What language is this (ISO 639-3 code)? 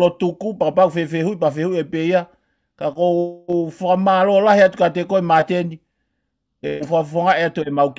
ton